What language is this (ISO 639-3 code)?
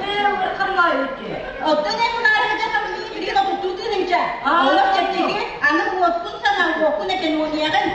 sah